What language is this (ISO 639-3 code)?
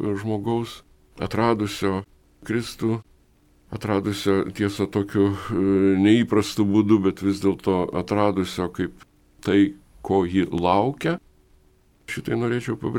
lit